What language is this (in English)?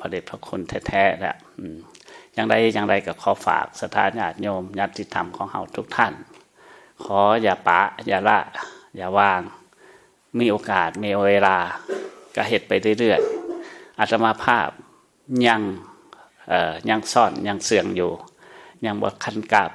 Lao